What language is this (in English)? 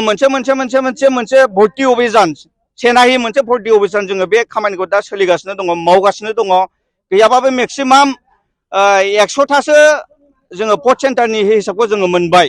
Bodo